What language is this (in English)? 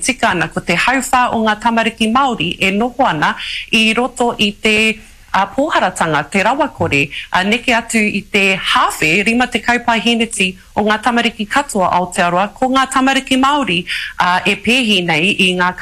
Māori